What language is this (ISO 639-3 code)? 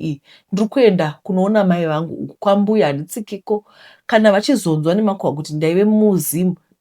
sna